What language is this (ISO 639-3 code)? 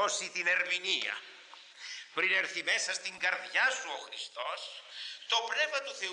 ell